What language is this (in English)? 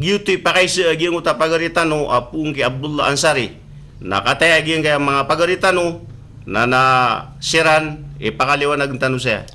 Maranao